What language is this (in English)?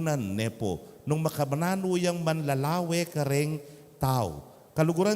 Pampanga